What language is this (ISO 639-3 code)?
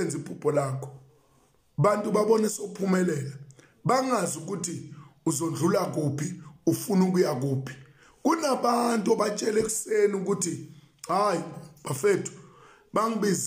zul